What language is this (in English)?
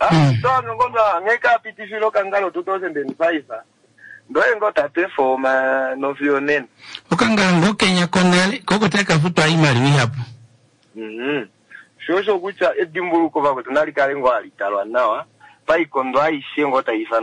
Kuanyama